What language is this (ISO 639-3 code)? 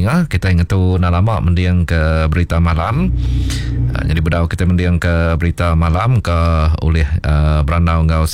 iba